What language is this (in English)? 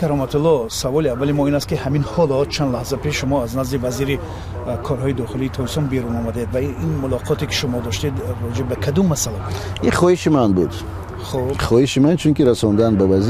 Tajik